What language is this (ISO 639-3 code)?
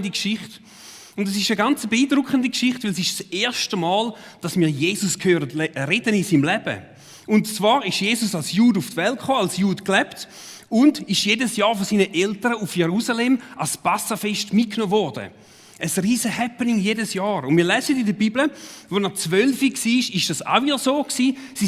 gsw